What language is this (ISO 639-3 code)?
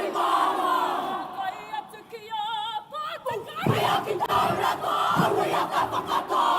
mri